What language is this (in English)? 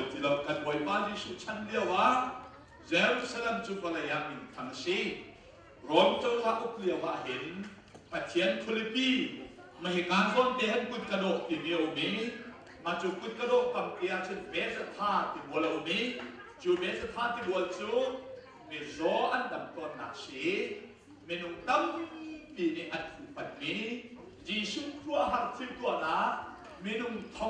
Hakha Chin